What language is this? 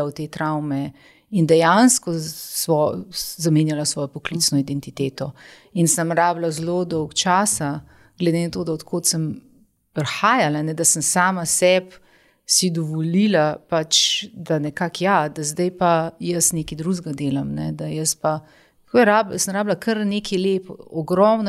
Slovenian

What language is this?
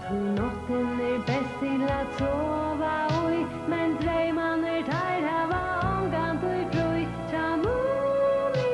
Faroese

